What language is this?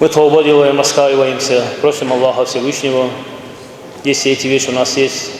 Kumyk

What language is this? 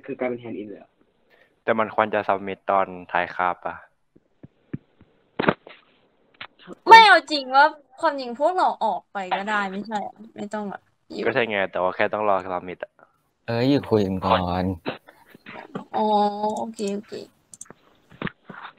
Thai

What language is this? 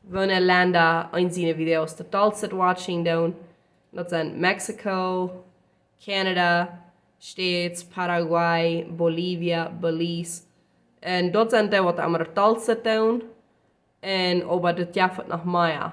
Plautdietsch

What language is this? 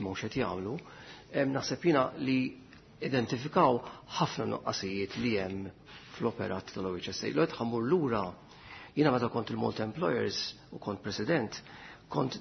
Maltese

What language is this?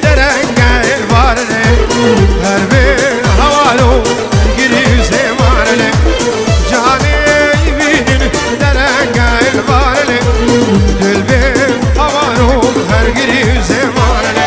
Kurdish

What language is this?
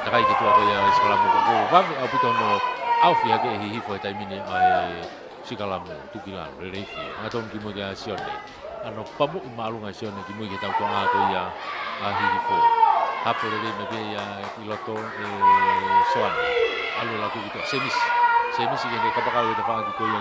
Tongan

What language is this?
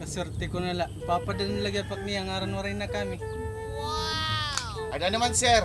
Waray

